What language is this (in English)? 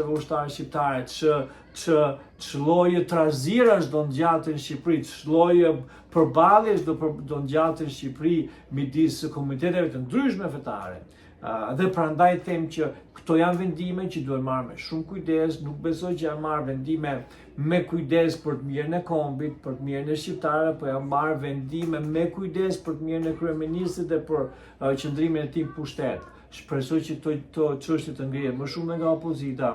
Albanian